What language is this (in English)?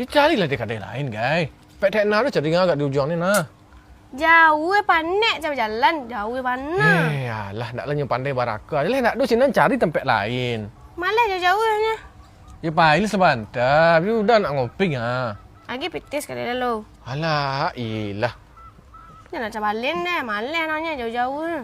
Minangkabau